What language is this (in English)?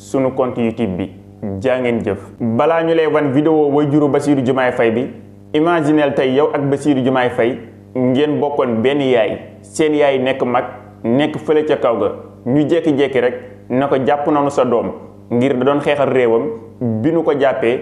Wolof